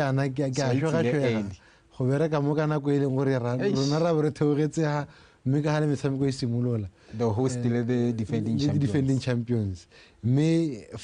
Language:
Tswana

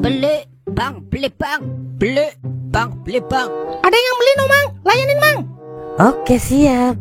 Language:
Betawi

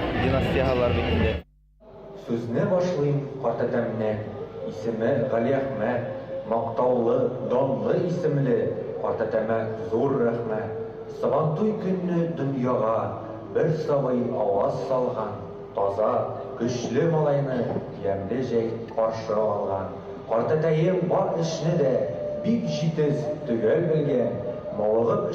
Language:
Bashkir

